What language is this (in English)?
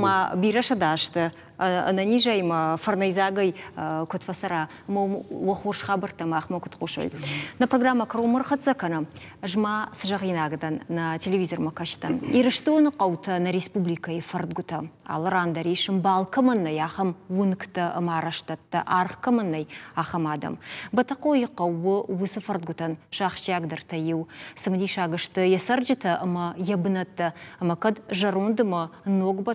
Ossetic